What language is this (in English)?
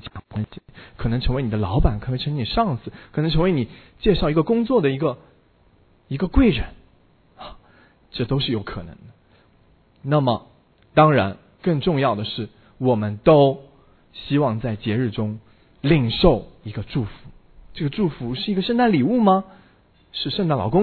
Chinese